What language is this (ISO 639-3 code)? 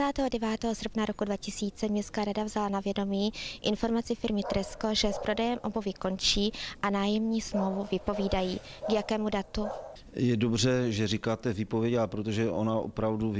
ces